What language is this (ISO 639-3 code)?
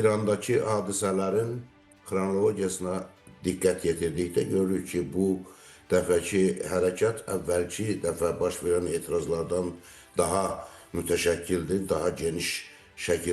aze